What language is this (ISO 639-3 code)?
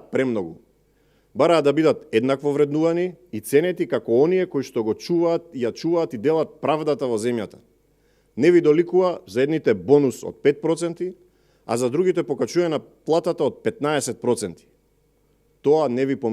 mkd